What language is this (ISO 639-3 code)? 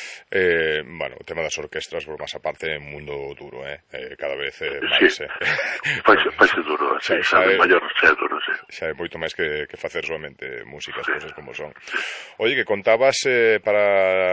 glg